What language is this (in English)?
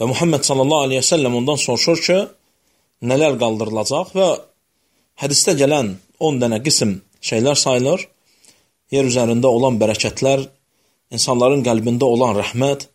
Azerbaijani